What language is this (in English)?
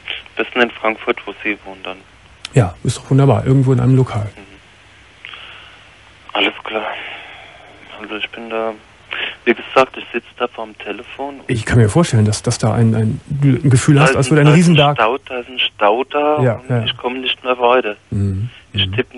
German